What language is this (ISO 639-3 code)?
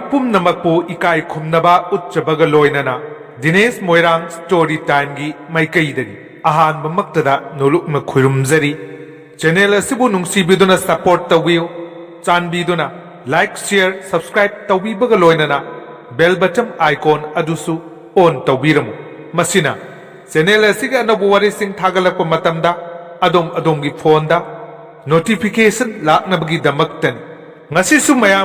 mni